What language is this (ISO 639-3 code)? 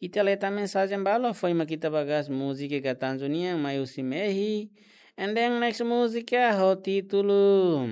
tet